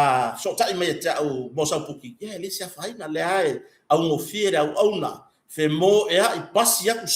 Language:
Samoan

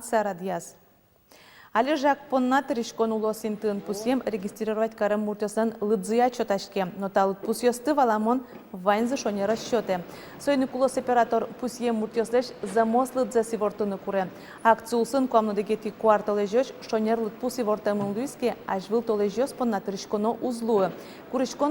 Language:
Udmurt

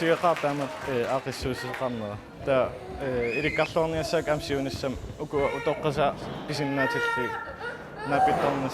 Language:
Kalaallisut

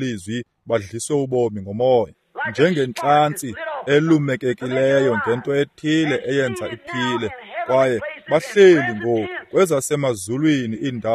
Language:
Xhosa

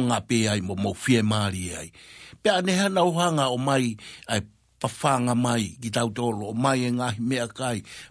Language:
Tongan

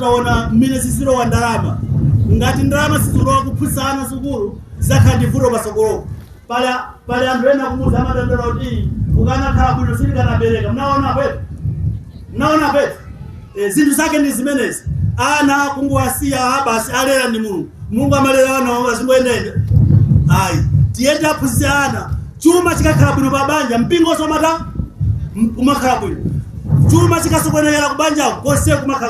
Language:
Nyanja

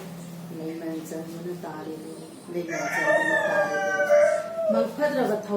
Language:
Manipuri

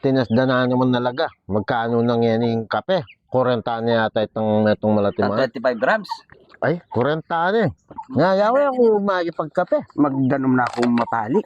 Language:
Pampanga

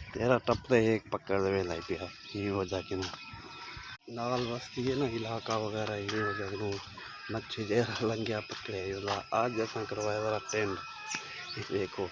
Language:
Saraiki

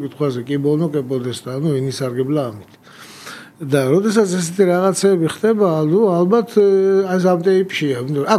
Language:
Georgian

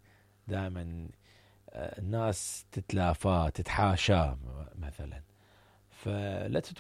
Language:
Mesopotamian Arabic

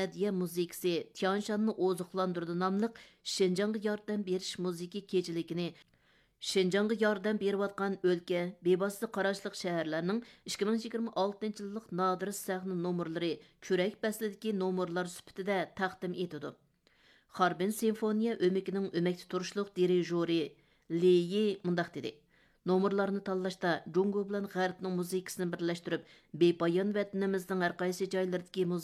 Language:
Uyghur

